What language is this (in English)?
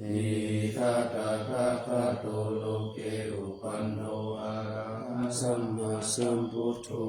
Pali